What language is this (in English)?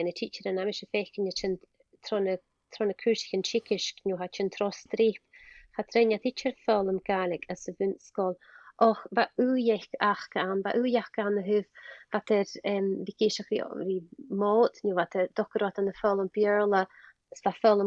Scottish Gaelic